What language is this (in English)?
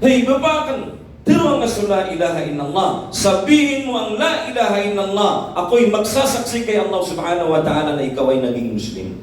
Maranao